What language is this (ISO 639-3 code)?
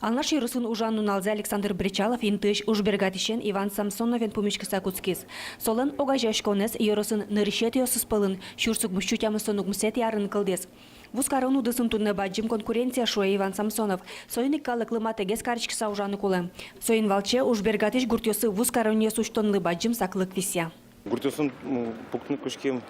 udm